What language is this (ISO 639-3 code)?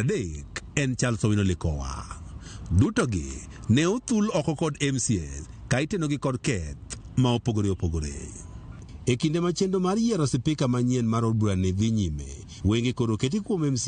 luo